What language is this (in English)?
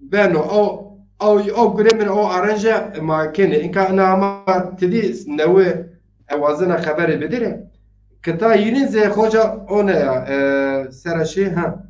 Zaza